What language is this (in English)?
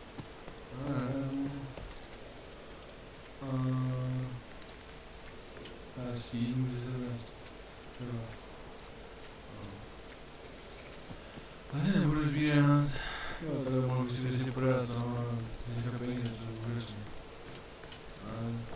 Czech